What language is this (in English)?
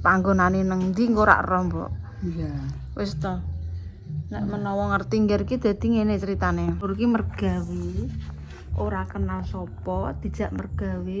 Javanese